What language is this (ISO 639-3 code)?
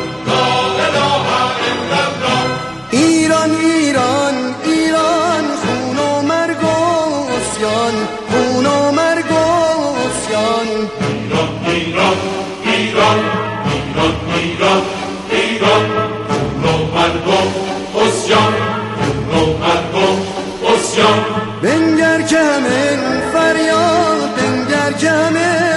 fas